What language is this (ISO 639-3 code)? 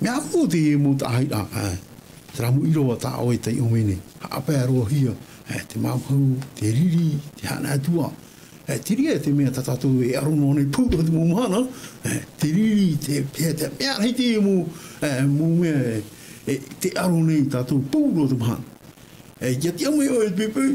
tah